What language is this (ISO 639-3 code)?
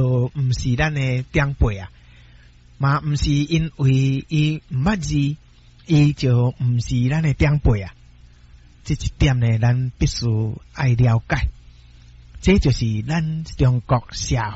nan